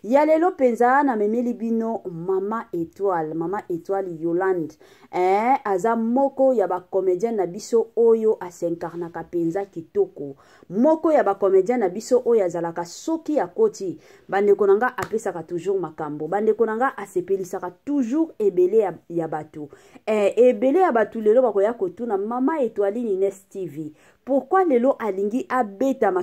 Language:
Lingala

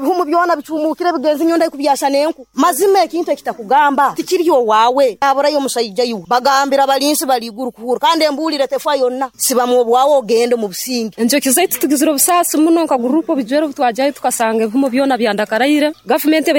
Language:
Nyoro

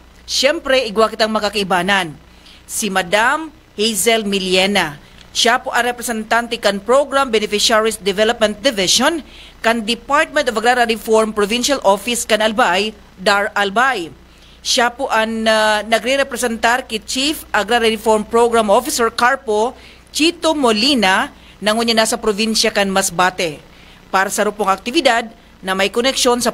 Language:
Bikol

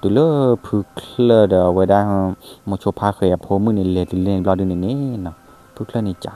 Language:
S'gaw Karen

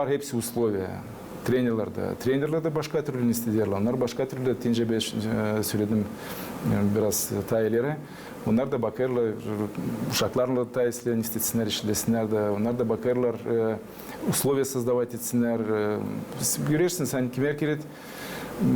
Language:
Gagauz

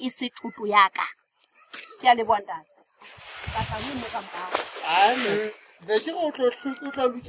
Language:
Southern Sotho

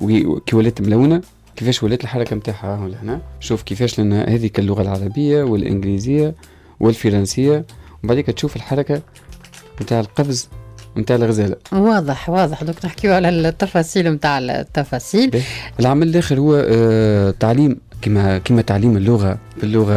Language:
Tunisian Arabic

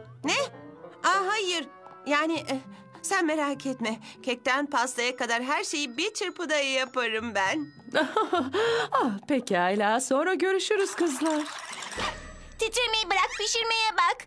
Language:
Turkish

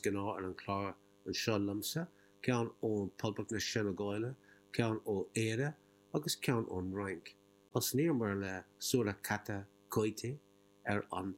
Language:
Irish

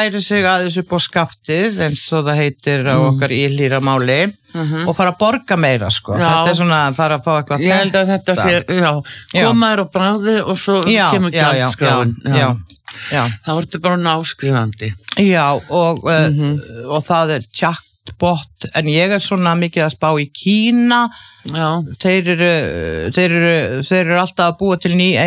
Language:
Icelandic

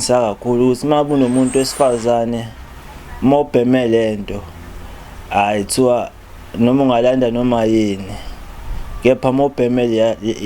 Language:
Zulu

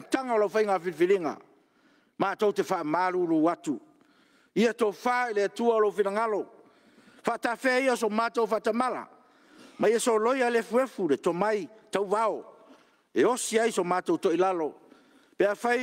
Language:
Samoan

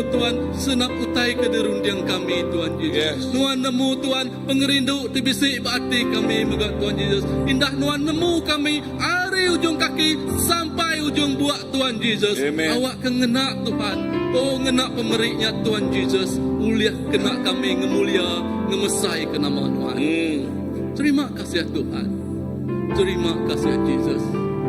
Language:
Iban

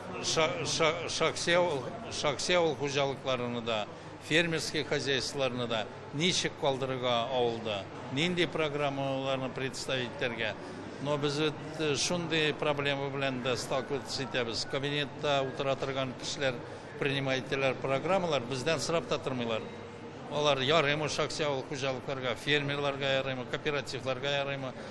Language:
Tatar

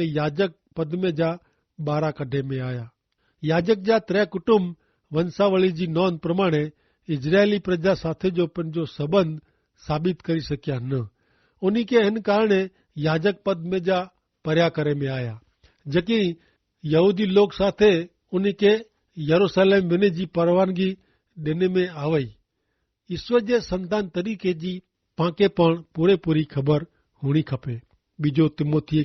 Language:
Kachhi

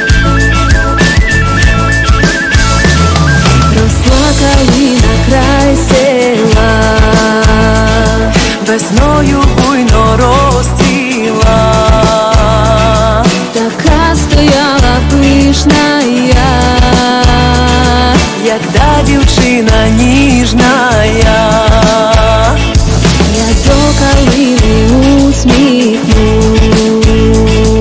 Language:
Ukrainian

